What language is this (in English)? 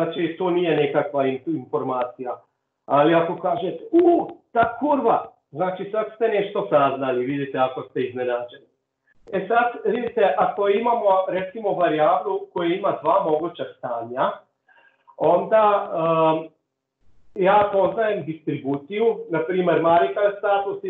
Croatian